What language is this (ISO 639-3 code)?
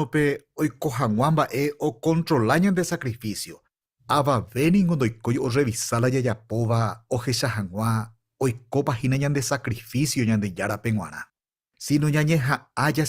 grn